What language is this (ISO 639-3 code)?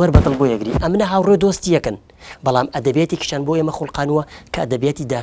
ckb